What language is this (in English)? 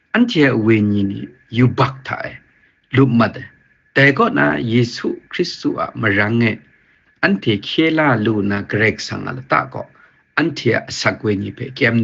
Kachin